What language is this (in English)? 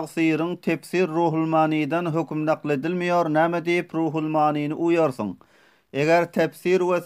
Turkmen